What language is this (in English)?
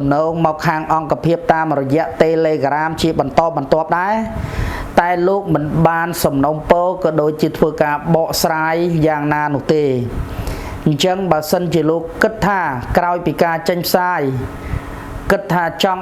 Khmer